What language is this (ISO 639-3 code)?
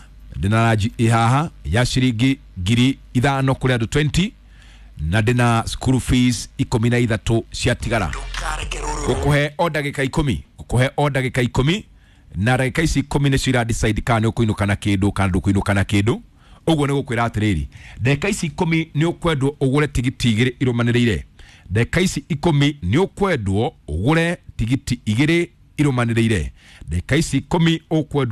kik